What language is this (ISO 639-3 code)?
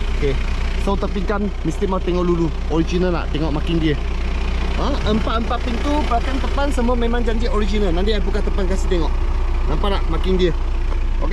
msa